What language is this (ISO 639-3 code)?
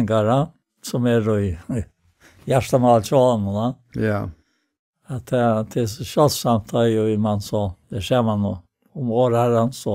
fao